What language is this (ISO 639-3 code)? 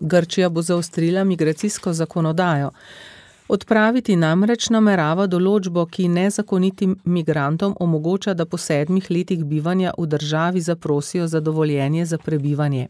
slv